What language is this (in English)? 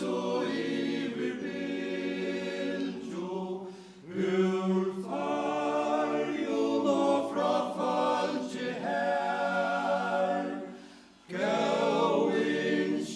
Faroese